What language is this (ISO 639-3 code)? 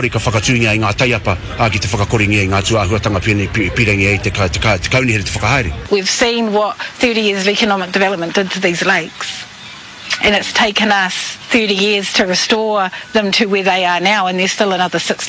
mri